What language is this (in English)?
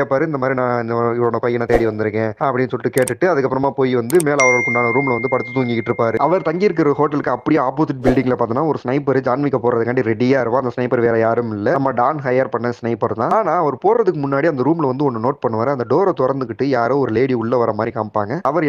Tamil